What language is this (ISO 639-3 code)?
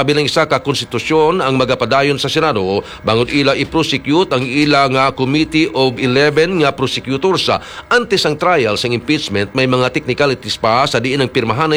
hil